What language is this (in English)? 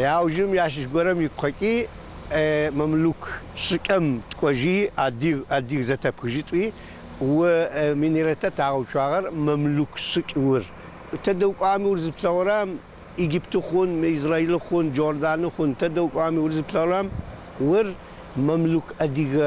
Adyghe